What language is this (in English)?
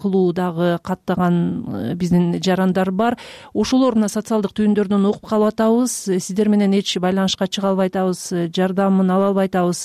Kyrgyz